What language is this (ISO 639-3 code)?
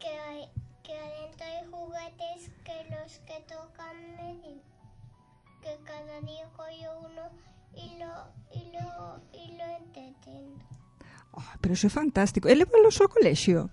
glg